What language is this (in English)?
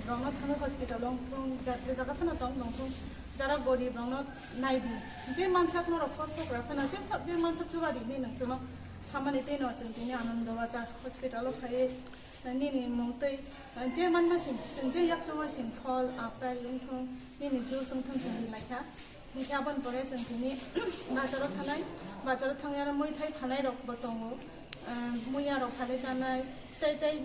Kok Borok